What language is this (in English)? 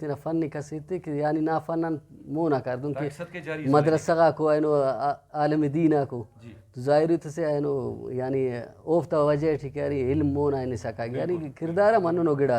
Brahui